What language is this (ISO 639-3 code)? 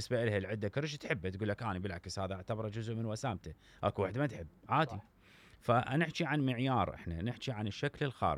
acm